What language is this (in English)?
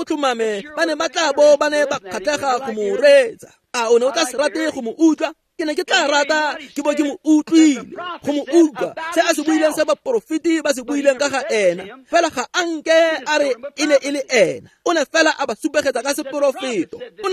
Tswana